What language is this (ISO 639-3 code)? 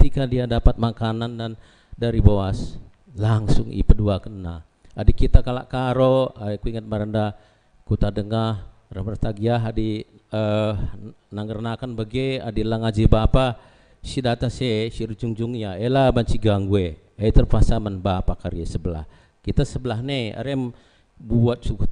btx